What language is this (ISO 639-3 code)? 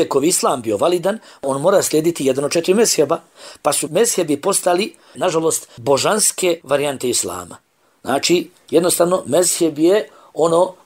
bos